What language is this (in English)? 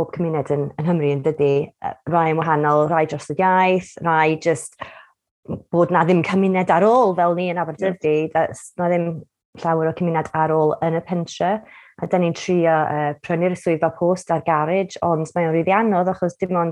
Welsh